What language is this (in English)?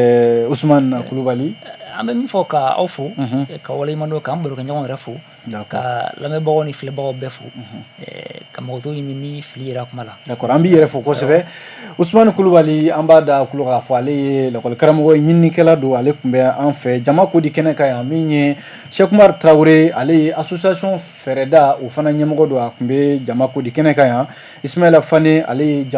Bambara